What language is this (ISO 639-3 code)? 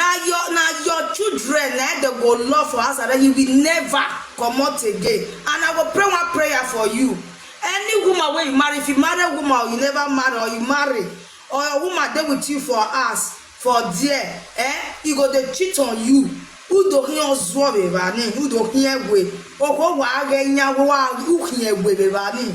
pcm